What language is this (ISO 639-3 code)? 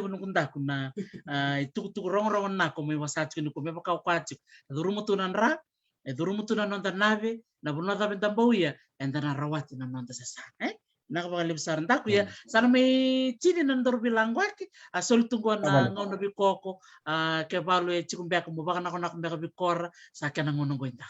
fij